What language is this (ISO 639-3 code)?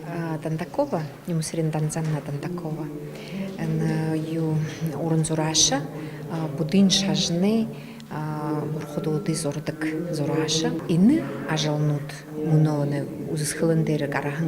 bua